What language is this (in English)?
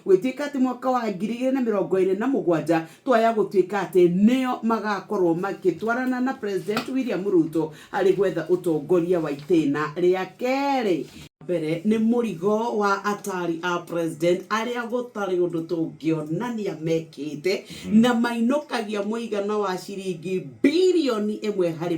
Kikuyu